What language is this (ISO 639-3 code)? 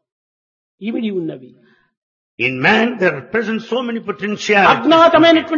tel